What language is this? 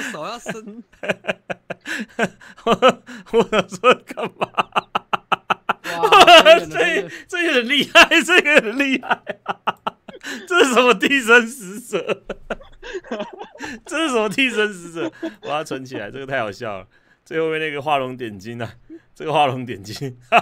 Chinese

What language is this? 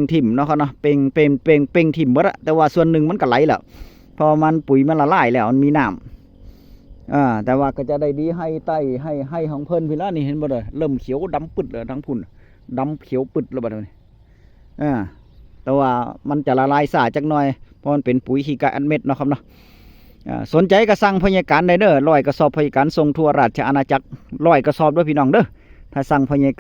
Northeastern Thai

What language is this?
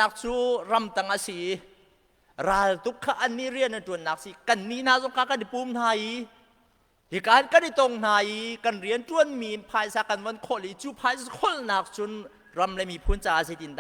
Hakha Chin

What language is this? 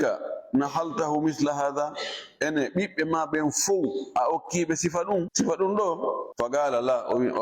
Fula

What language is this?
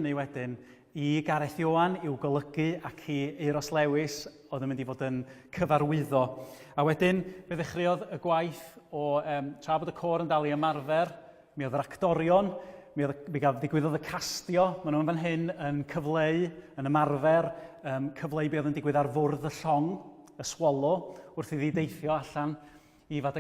Welsh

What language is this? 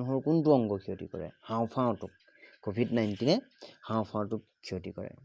Assamese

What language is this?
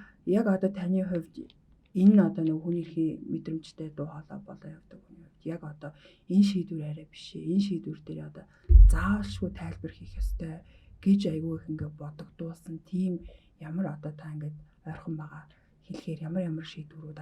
Mongolian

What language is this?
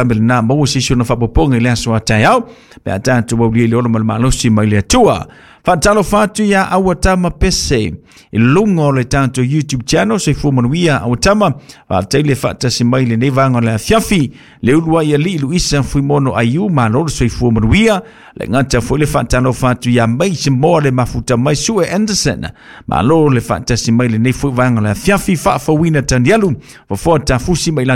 Samoan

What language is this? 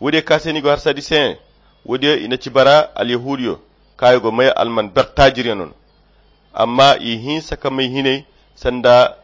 Koyra Chiini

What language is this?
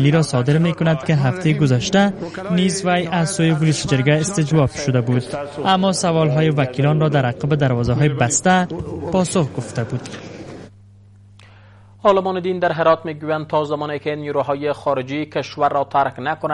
Persian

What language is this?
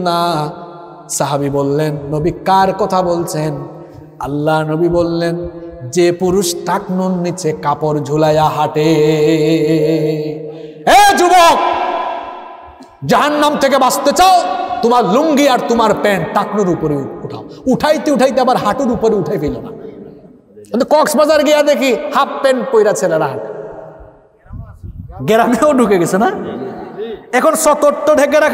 Bangla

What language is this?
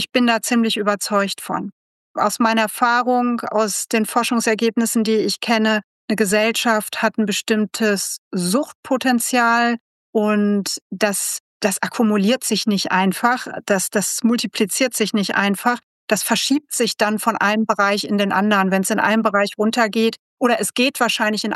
German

